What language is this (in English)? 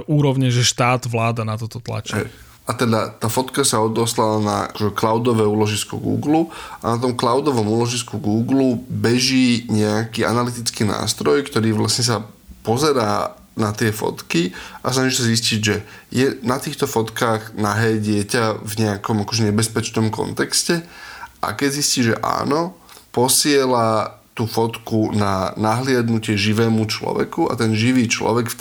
Slovak